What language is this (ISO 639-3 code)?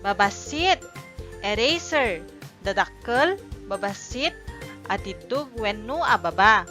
ilo